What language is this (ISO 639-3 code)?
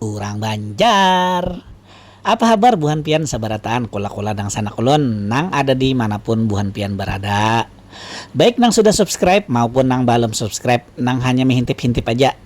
bjn